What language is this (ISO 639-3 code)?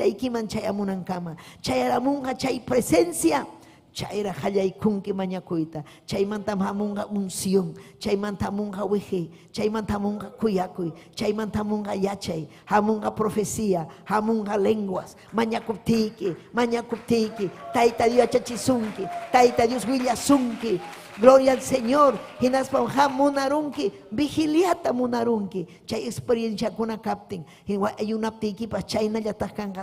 quy